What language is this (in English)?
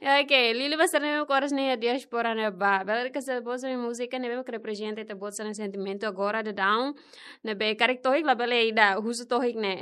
Tetum